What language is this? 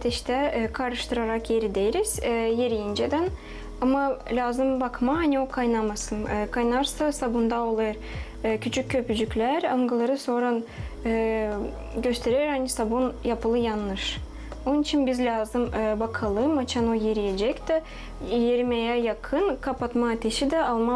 Gagauz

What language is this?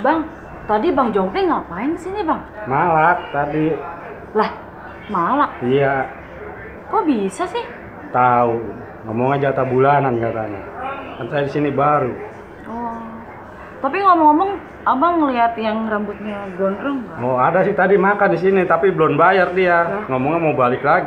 Betawi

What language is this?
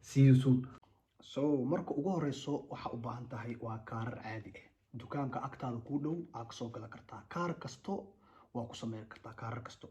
Somali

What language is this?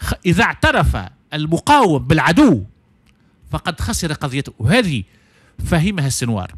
Tunisian Arabic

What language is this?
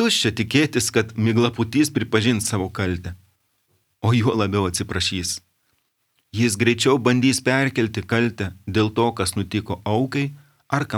Lithuanian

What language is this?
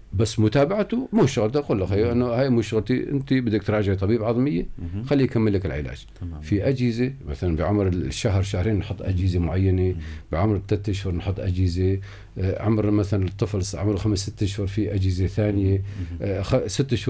North Levantine Arabic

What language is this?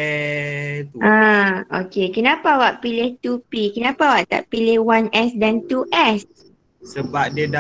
Malay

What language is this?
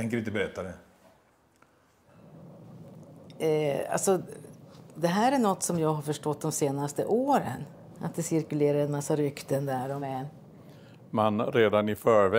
Swedish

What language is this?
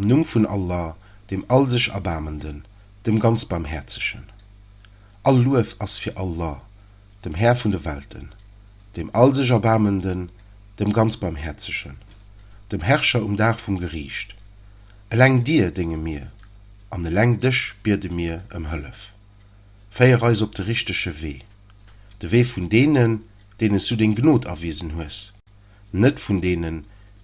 Luxembourgish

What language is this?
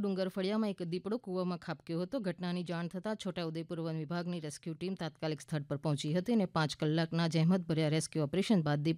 Gujarati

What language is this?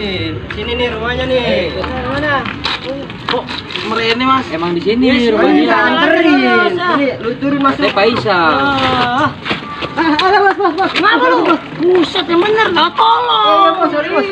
Betawi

